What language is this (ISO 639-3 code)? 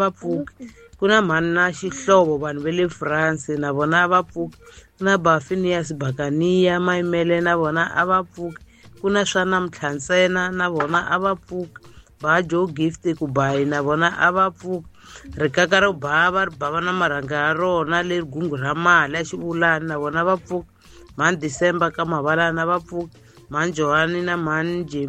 tso